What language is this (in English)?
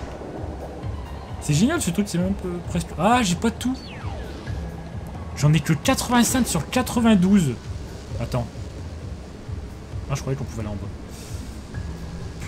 French